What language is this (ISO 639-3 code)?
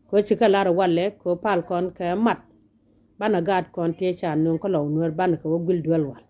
nus